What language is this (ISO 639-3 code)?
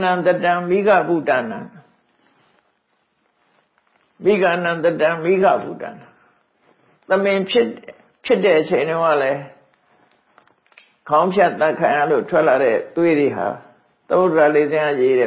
mya